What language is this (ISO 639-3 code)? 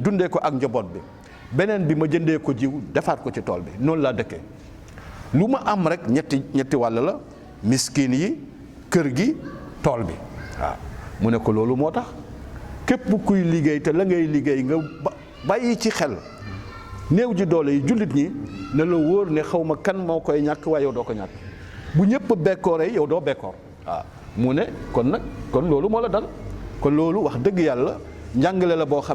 wol